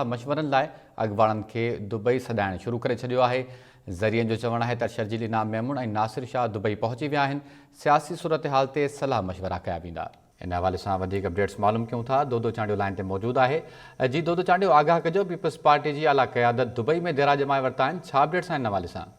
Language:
Sindhi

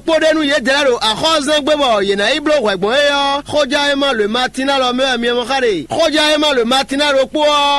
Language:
Fon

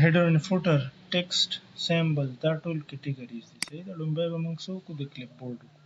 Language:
Pashto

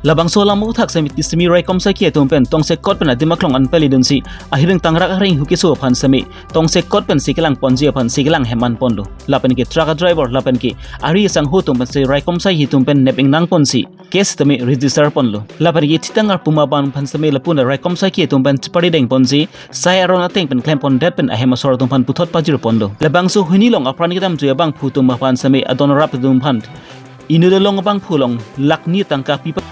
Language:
Karbi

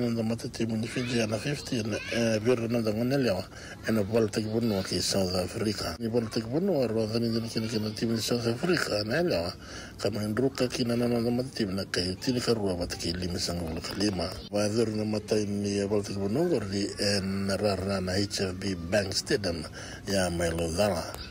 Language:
Fijian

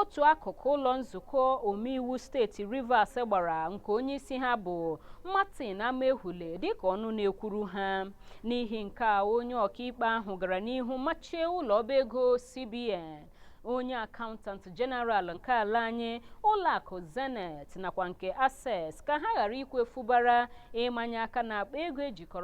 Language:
Igbo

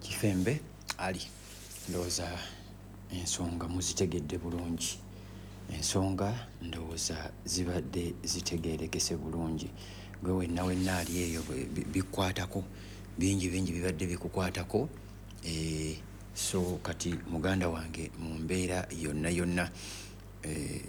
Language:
Ganda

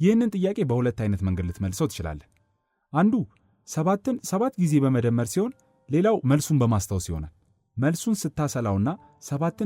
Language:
Amharic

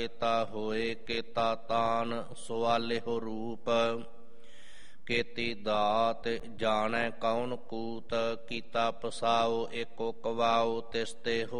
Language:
Punjabi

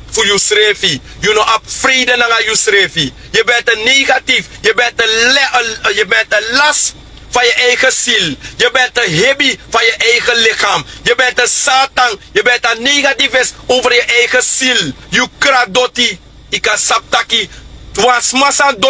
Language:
Sranan Tongo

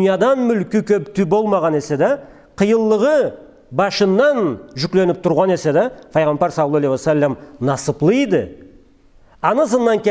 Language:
Karachay-Balkar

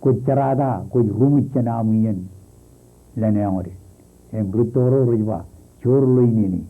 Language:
Marshallese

